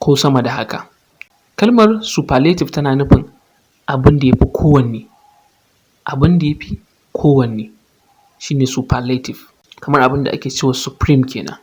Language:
Hausa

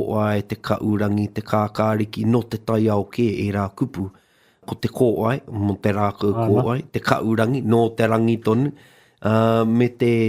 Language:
Māori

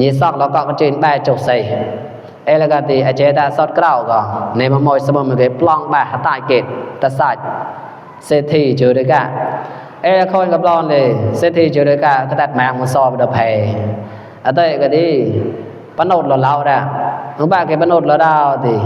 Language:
Mon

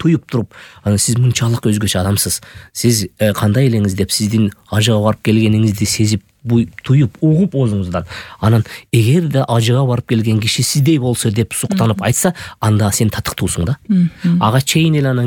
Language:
Kyrgyz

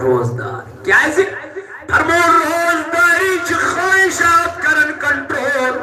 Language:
Kashmiri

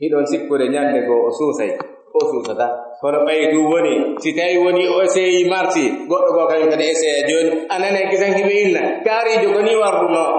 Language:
Pular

